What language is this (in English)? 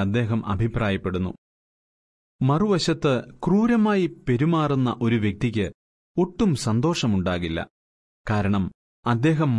Malayalam